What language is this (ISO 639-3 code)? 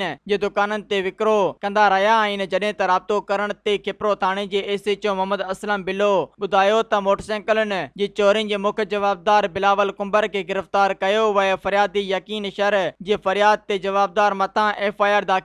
snd